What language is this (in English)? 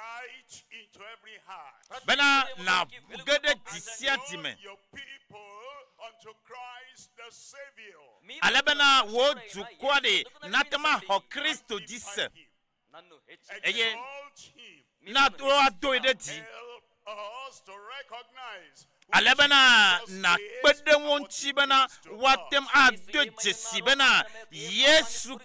Ewe